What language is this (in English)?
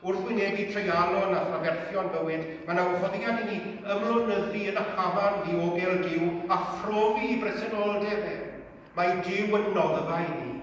Welsh